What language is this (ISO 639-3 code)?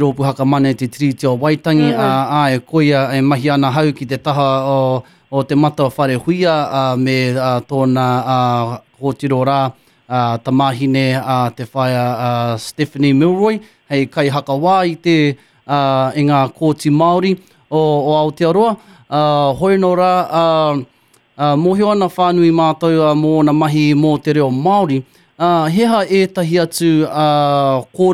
mri